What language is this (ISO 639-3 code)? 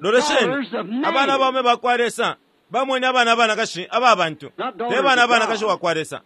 bem